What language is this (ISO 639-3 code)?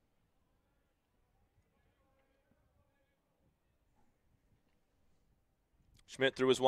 eng